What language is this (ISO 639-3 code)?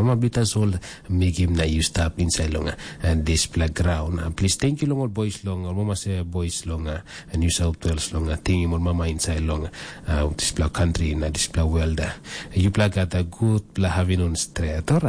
tpi